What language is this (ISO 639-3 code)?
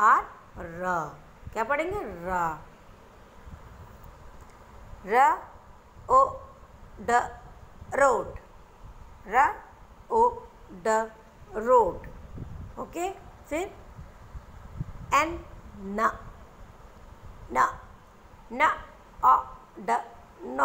hin